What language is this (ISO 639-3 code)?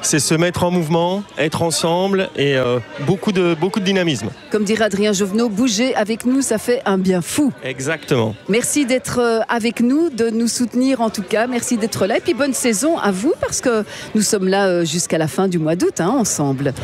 fra